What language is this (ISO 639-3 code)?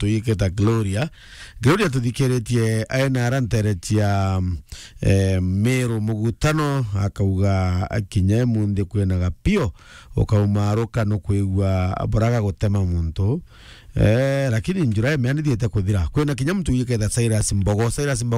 mer